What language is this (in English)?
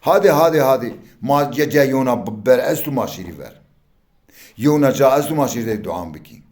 Zaza